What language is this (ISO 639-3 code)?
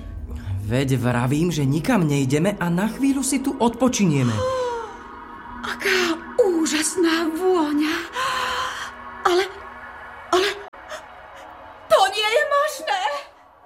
slk